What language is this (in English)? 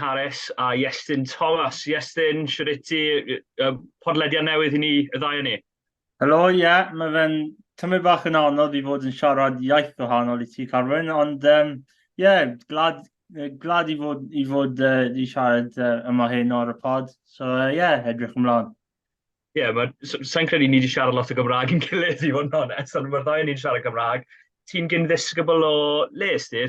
Welsh